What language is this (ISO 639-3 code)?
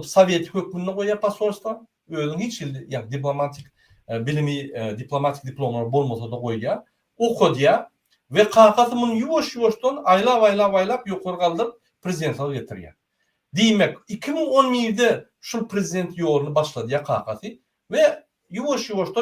tuk